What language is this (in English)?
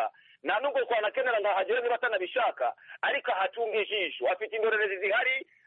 Kinyarwanda